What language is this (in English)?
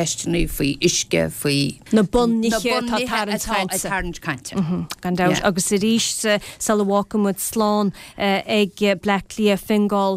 Irish